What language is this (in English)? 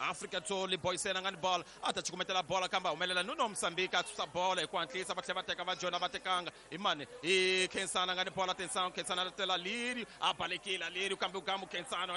Tsonga